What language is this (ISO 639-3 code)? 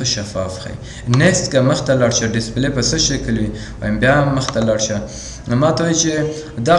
pus